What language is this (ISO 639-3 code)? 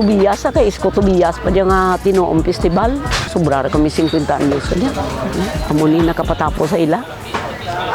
hil